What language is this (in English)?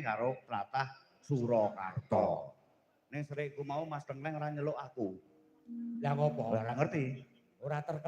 Javanese